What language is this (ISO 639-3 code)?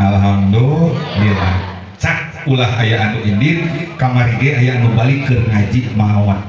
sun